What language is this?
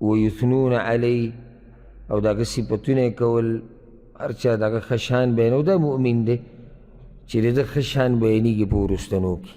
Pashto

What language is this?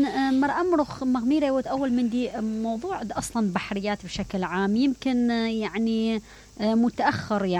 Mesopotamian Arabic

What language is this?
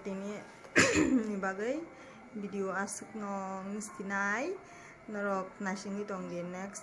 Kok Borok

